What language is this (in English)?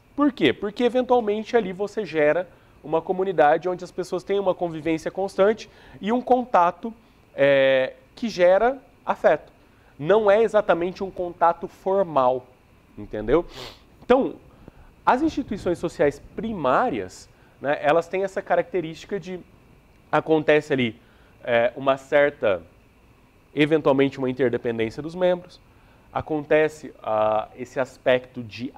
Portuguese